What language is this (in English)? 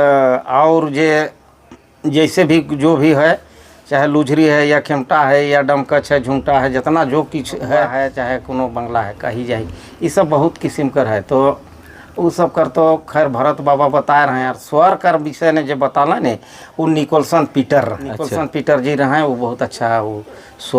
Sadri